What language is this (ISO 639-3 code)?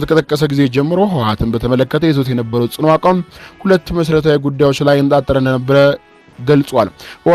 amh